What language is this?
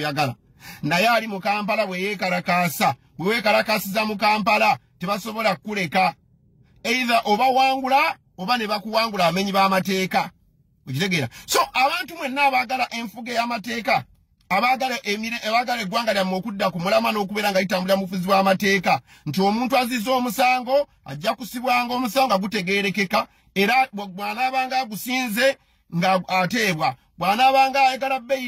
Ganda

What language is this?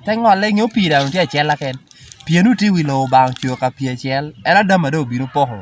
Lango (Uganda)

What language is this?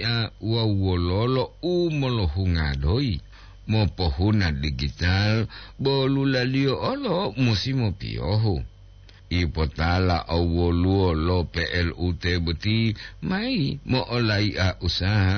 Gorontalo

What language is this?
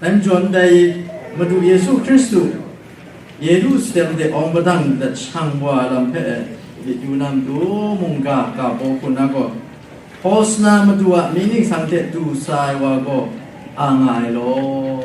Kachin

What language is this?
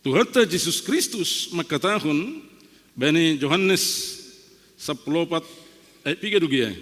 Batak Simalungun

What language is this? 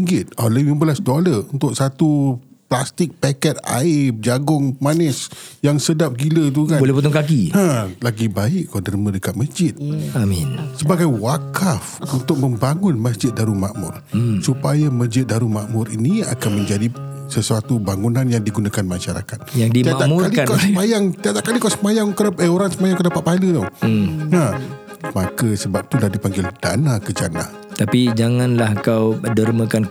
Malay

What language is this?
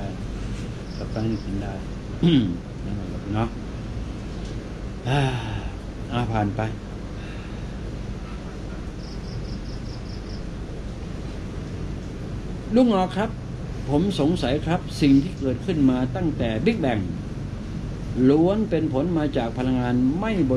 Thai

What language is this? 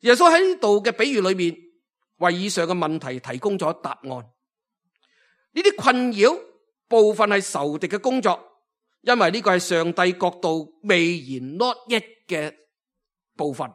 Cantonese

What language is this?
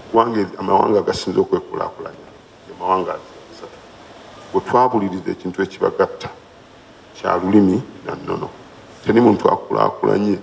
Ganda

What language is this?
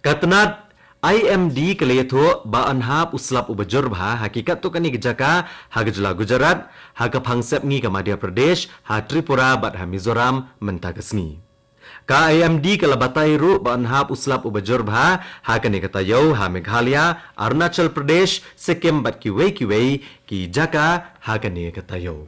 Khasi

